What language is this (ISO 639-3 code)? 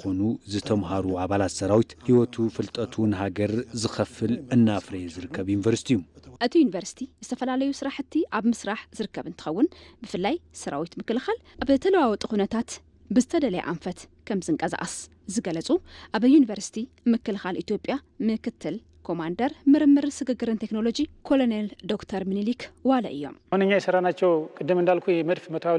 tir